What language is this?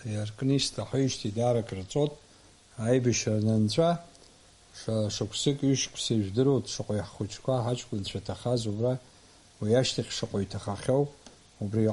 Abkhazian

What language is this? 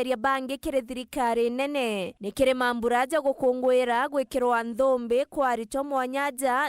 Meru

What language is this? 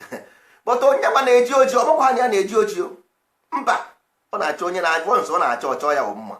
Igbo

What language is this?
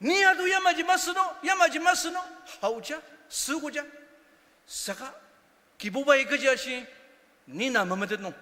Ao Naga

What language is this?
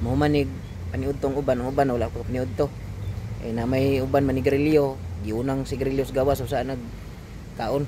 Cebuano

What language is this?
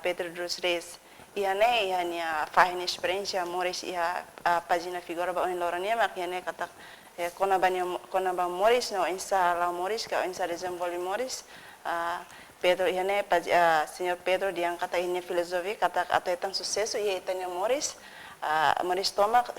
Tetum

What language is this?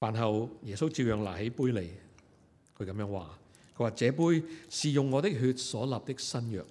Cantonese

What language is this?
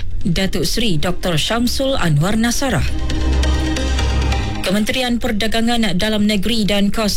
Malay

